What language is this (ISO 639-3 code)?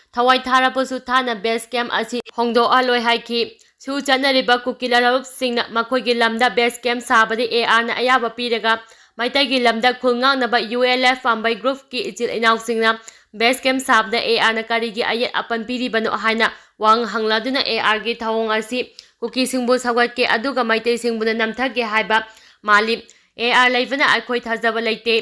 mni